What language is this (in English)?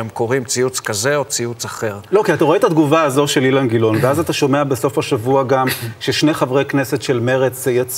Hebrew